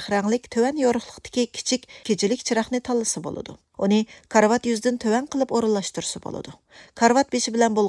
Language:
Uyghur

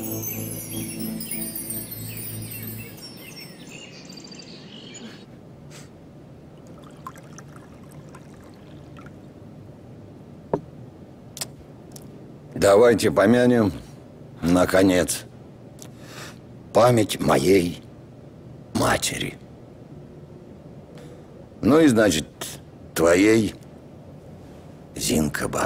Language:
Russian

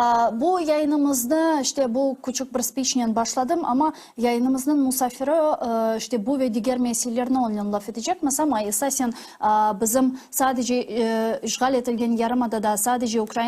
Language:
Crimean Tatar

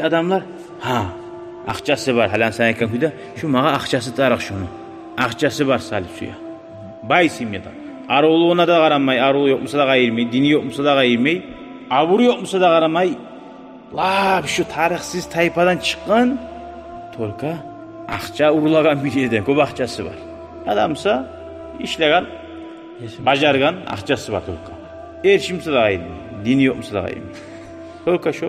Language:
Kumyk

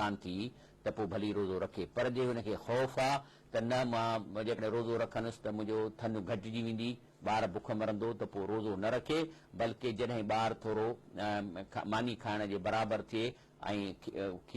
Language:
Sindhi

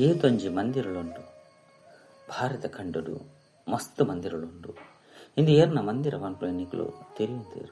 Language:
Tulu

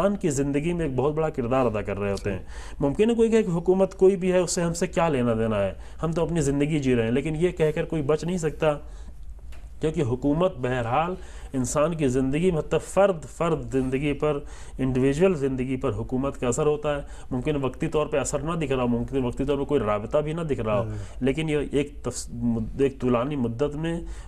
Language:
Urdu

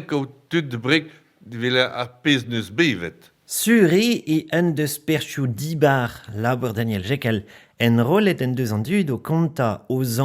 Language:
Breton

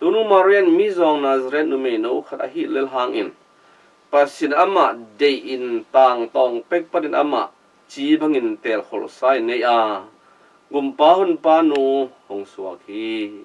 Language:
Tedim Chin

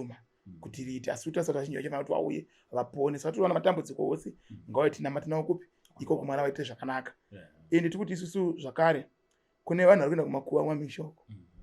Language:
Shona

